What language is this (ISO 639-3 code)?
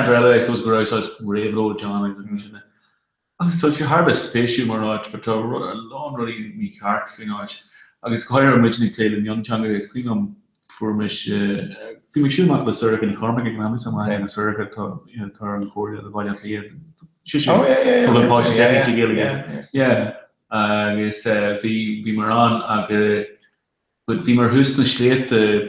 gle